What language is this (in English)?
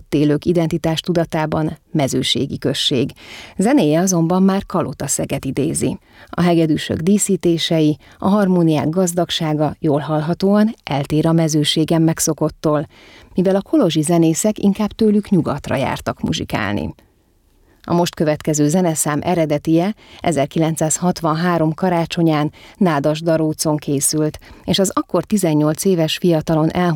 Hungarian